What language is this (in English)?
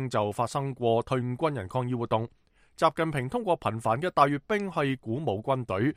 Cantonese